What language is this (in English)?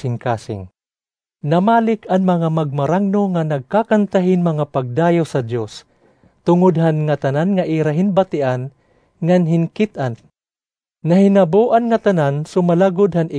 Waray